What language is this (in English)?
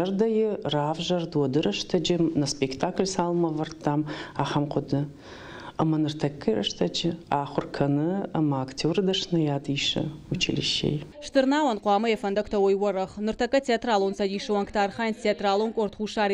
Ossetic